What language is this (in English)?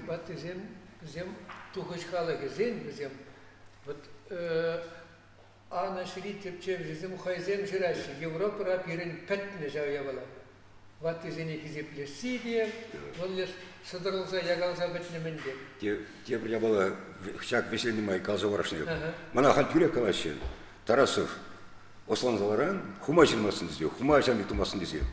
Chuvash